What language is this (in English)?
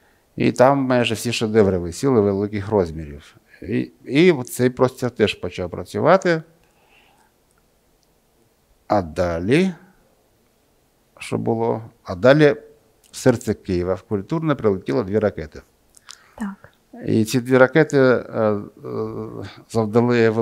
Ukrainian